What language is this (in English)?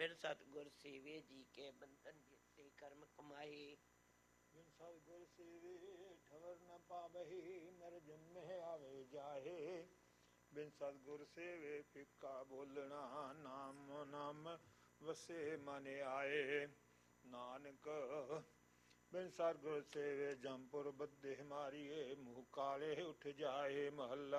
Punjabi